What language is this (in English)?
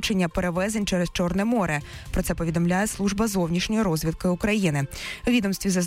Ukrainian